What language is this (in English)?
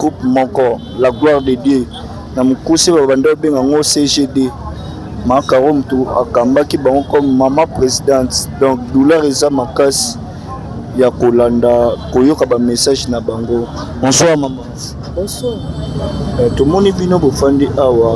Lingala